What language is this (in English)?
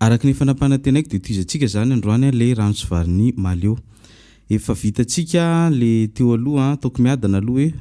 Malagasy